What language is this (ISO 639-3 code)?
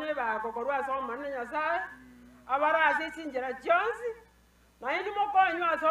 guz